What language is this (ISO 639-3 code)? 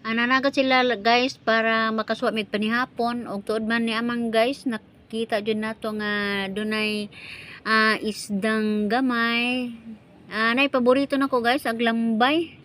ceb